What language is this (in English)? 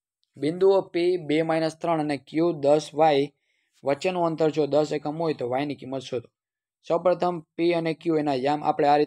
Gujarati